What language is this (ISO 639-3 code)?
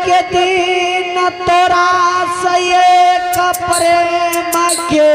anp